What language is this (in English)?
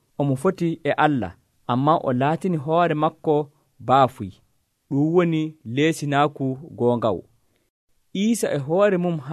Nigerian Fulfulde